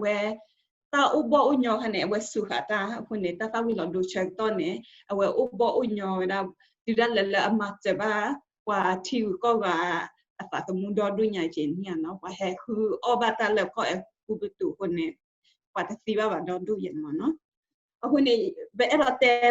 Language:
S'gaw Karen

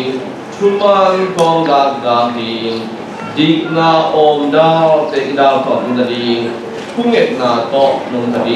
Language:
Tedim Chin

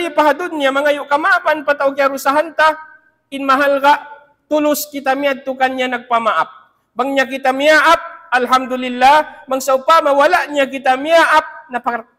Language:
Tausug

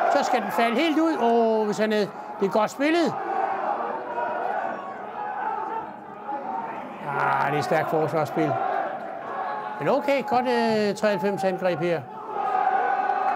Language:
Danish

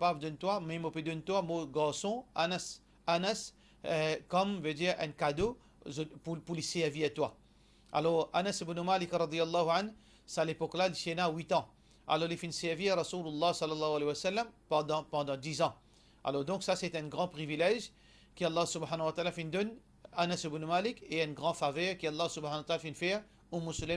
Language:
Morisyen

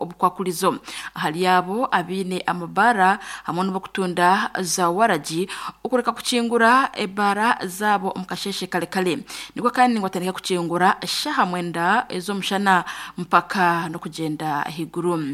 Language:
Nyankole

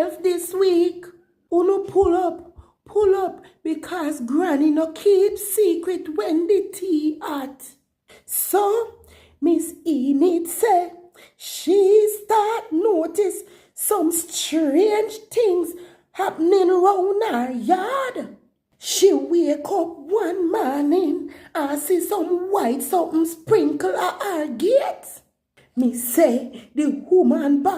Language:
Jamaican Creole English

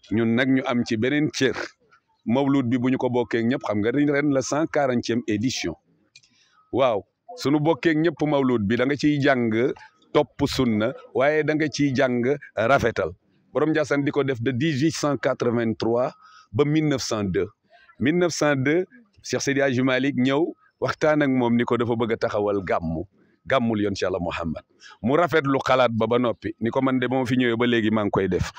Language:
Wolof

